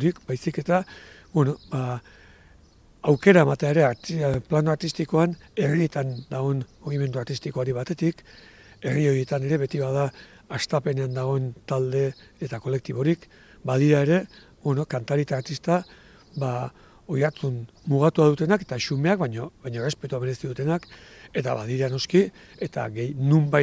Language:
Basque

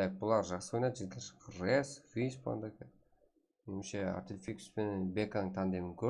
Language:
Kara-Kalpak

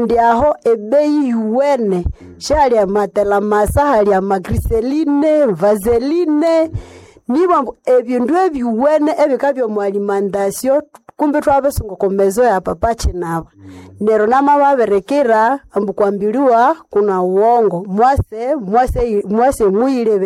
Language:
Nande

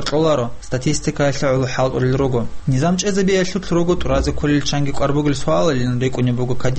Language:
Avaric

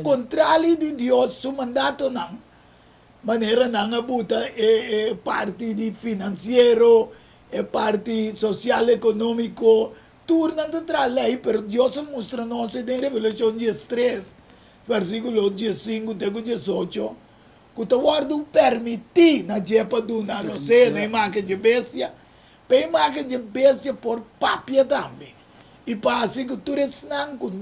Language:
Papiamento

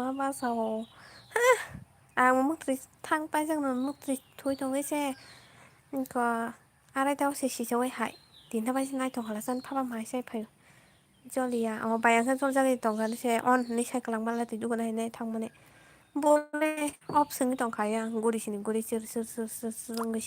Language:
Kok Borok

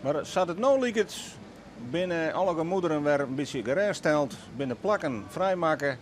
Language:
Western Frisian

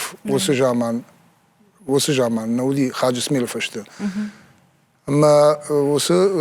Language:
Ossetic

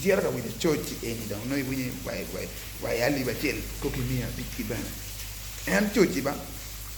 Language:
Acoli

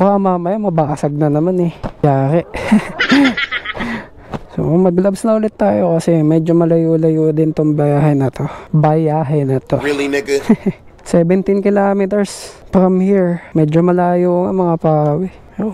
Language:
Filipino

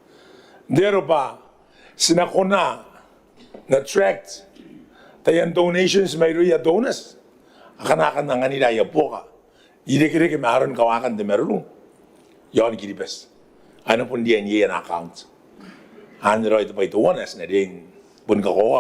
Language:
Gilbertese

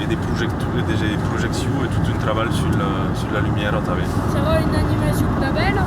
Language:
Occitan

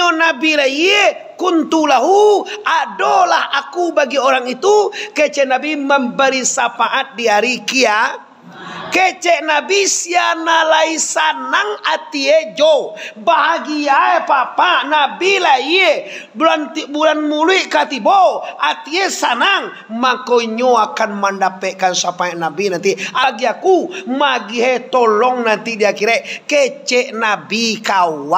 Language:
Minangkabau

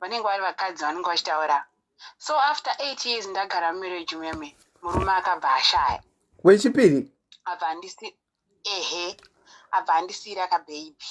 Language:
Shona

